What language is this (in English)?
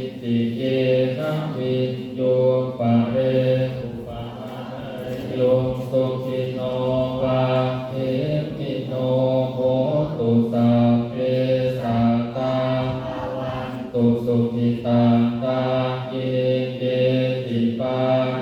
Pali